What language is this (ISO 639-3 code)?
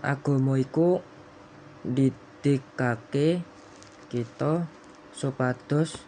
jav